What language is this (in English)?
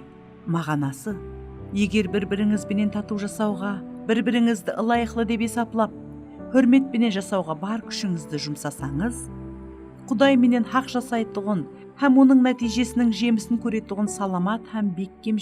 Kara-Kalpak